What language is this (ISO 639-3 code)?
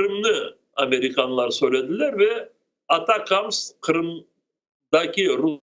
crh